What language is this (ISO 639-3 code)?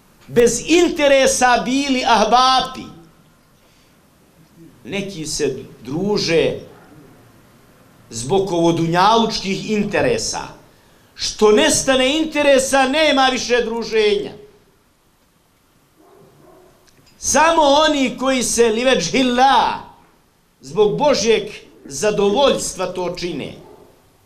bos